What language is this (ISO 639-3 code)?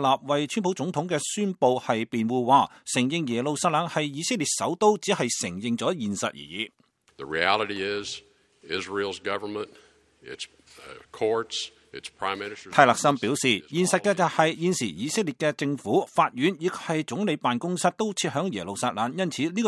yue